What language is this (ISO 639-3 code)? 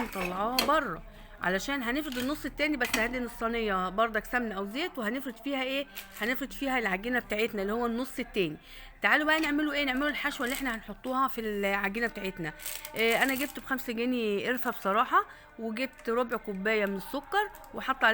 arz